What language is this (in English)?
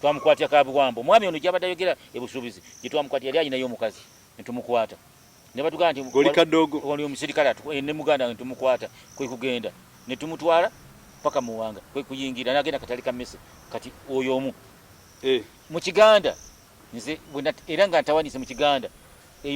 Ganda